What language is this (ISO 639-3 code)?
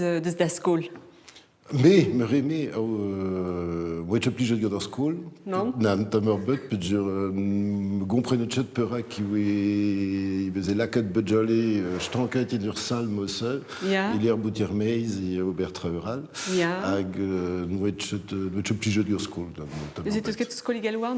bre